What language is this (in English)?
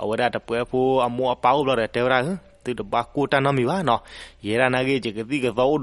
S'gaw Karen